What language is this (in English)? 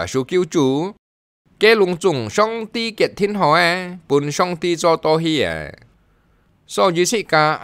Hakka Chinese